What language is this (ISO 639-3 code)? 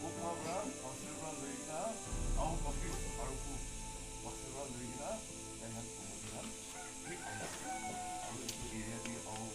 nag